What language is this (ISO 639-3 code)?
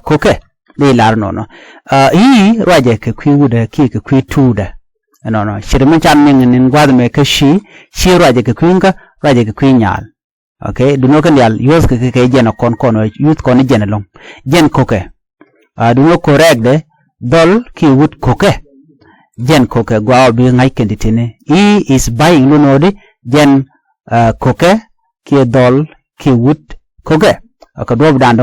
nus